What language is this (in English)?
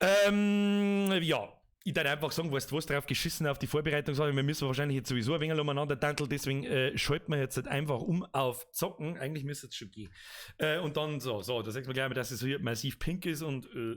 Bavarian